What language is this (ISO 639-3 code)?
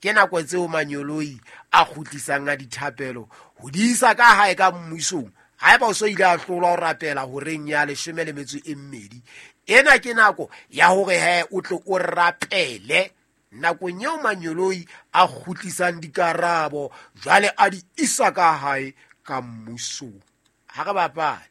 sot